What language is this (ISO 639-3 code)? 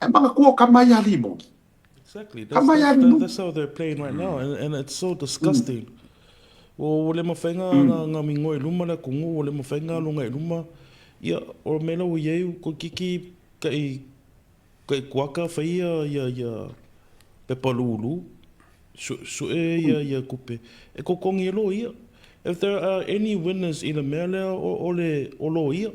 smo